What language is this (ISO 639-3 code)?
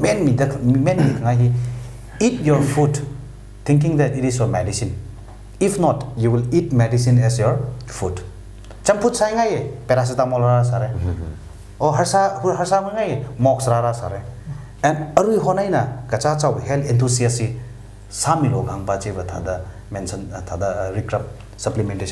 nmf